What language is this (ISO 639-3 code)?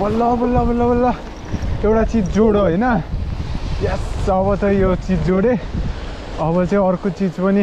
nep